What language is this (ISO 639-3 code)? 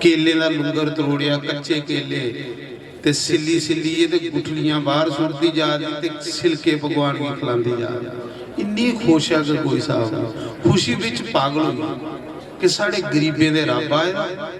doi